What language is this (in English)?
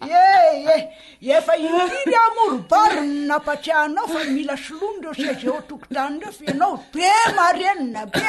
Malagasy